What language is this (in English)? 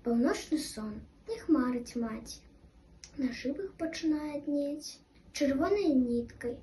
Belarusian